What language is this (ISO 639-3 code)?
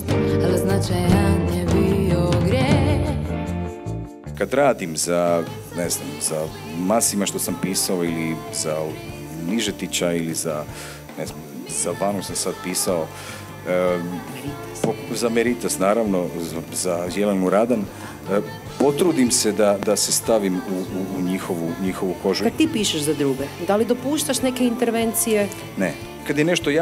hrv